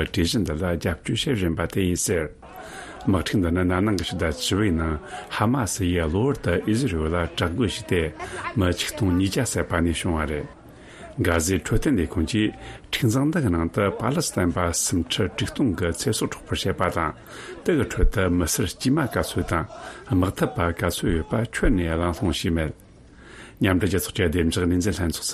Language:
Tibetan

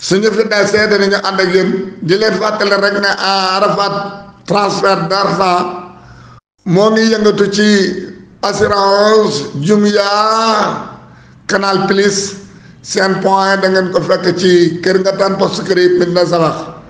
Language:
Wolof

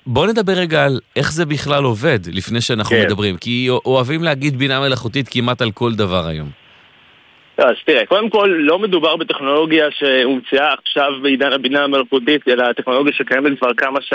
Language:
Hebrew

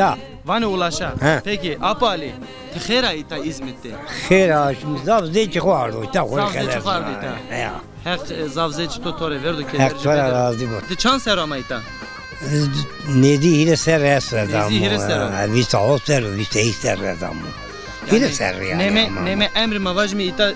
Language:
Zaza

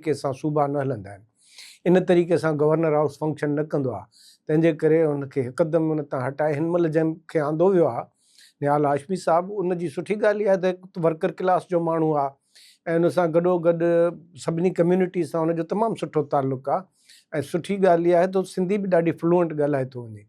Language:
Sindhi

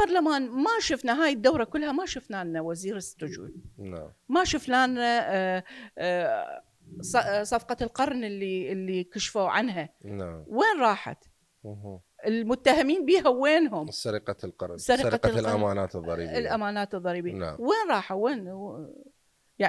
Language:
Mesopotamian Arabic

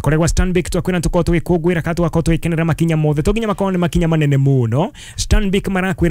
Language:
Kikuyu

